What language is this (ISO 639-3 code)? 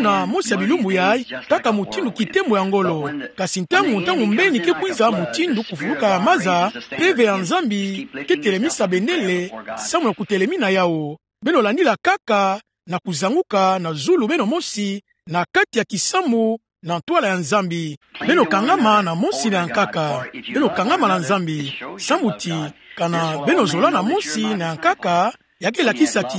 ktu